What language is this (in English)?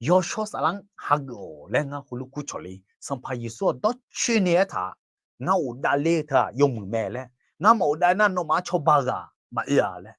Akha